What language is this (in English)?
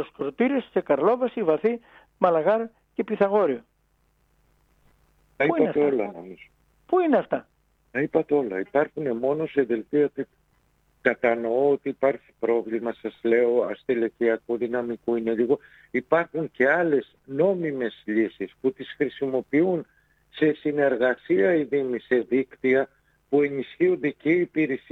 Greek